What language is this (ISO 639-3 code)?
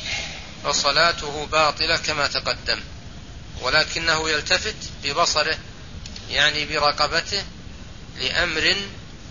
ara